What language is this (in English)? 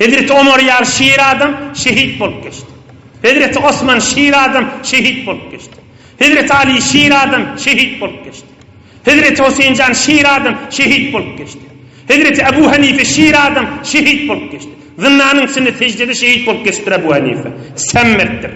Turkmen